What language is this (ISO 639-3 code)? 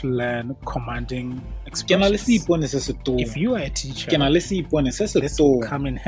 tsn